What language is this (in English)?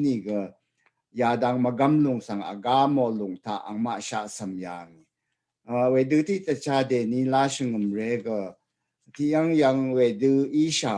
Rawang